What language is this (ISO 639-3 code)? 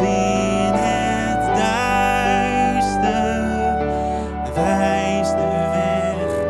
nld